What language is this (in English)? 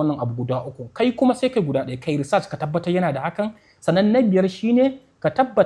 Hausa